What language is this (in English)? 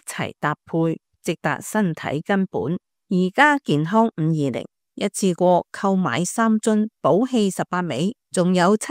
Cantonese